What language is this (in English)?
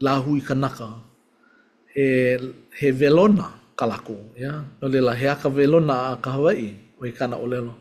Hawaiian